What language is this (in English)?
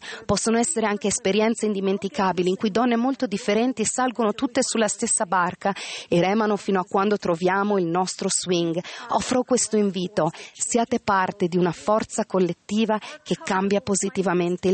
Italian